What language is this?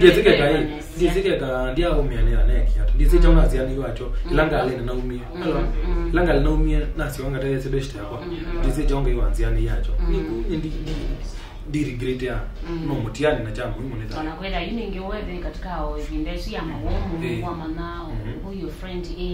Kamba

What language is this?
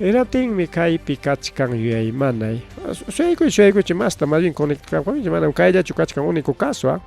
Ayacucho Quechua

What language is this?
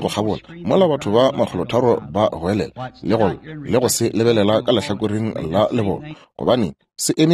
Northern Sotho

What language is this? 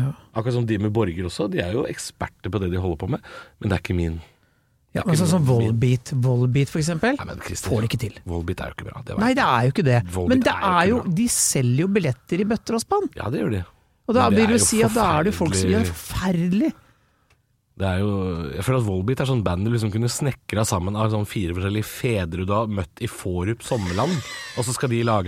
Norwegian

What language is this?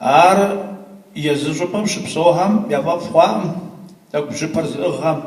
Kabardian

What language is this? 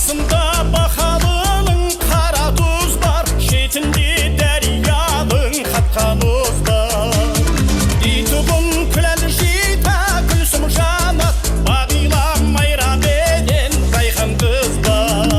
Kara-Kalpak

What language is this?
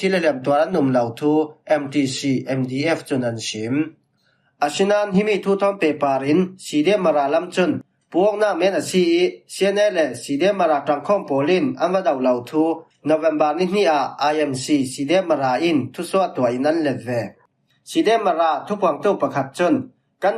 Falam Chin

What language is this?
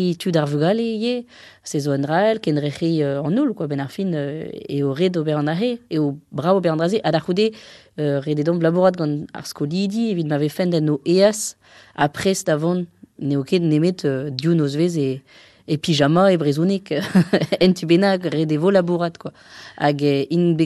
Breton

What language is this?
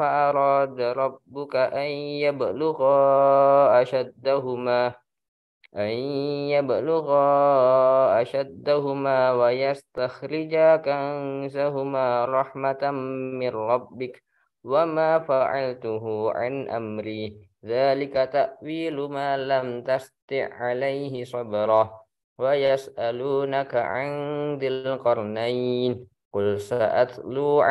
Arabic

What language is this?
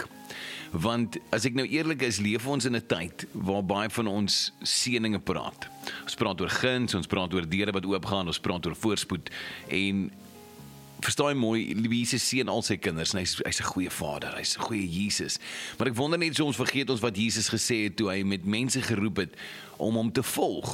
Afrikaans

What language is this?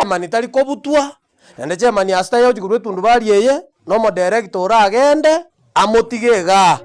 Gusii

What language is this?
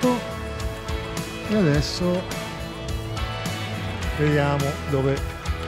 Italian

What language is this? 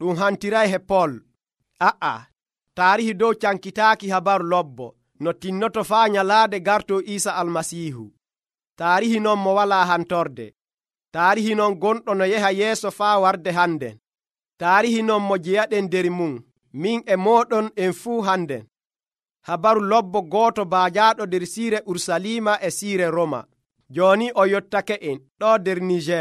Nigerian Fulfulde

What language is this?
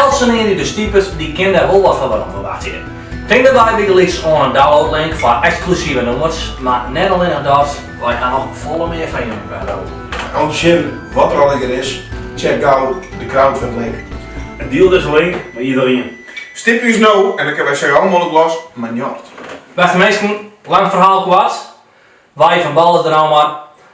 Western Frisian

